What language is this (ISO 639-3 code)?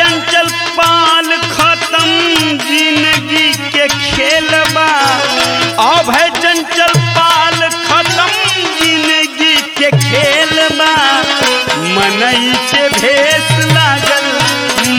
bho